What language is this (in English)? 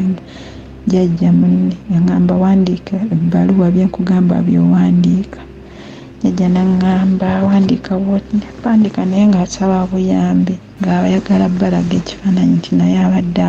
Ganda